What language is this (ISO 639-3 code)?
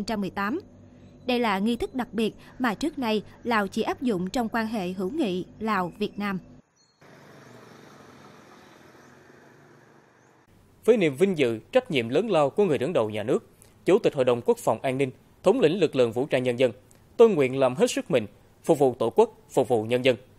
vie